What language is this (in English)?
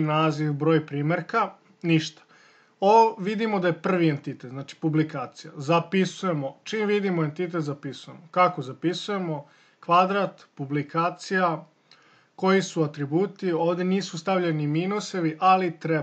Serbian